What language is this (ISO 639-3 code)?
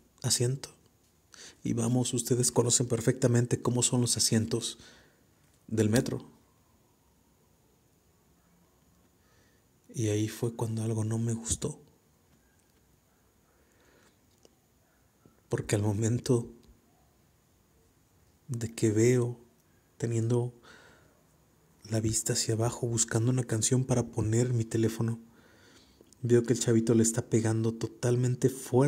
spa